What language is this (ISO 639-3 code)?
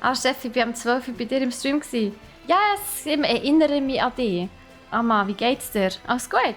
gsw